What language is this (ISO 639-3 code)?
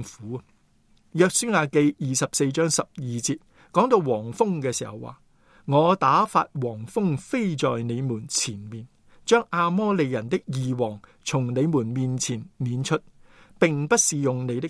yue